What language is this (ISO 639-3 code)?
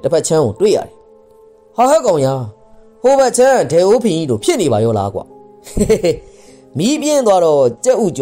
mya